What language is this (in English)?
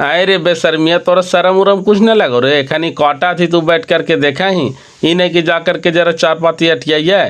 Magahi